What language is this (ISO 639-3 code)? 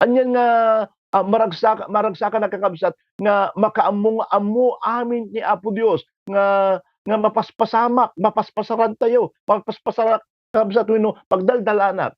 ilo